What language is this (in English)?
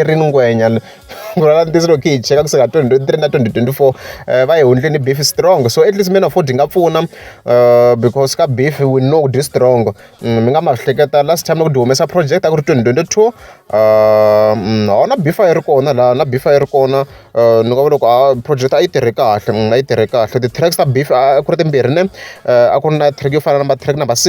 Tsonga